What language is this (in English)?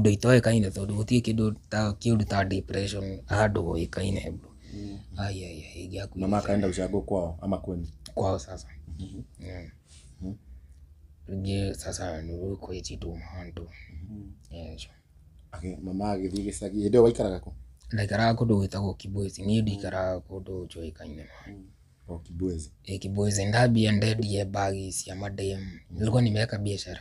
Kikuyu